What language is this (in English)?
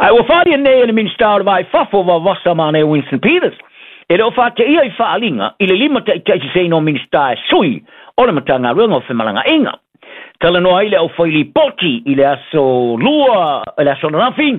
Samoan